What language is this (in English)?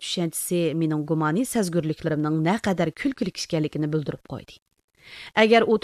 Uyghur